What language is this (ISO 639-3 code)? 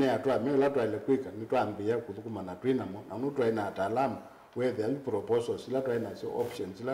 kam